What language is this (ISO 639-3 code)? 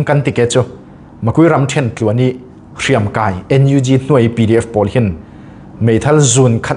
cfm